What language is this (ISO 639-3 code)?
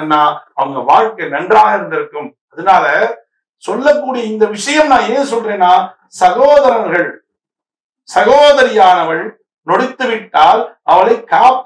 tam